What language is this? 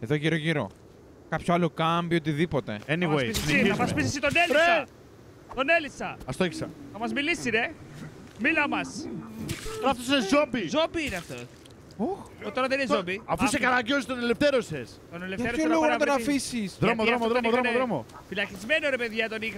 Greek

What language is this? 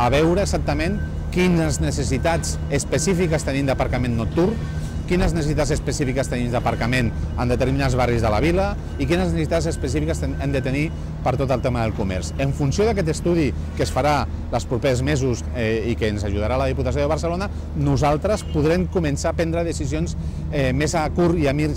Catalan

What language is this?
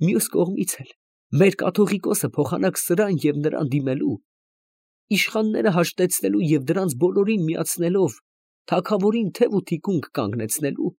Armenian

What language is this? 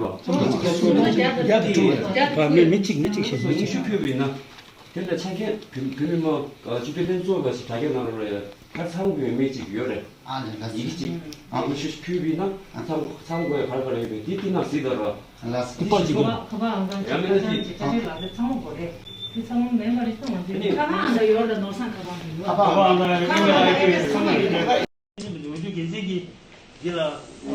Tibetan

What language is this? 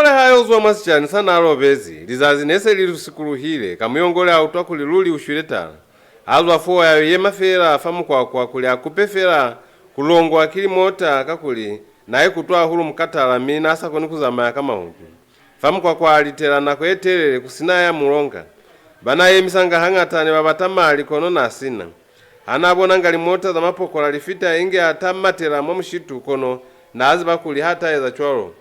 Lozi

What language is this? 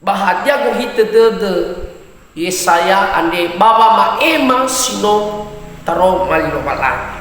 Nias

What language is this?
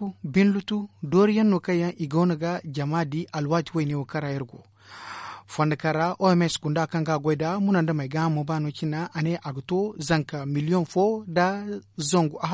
Zarma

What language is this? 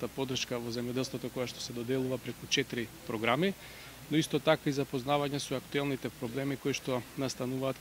Macedonian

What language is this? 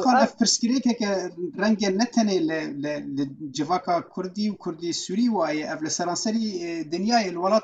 Kurdish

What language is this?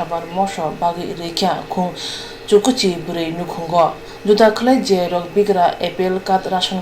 Kok Borok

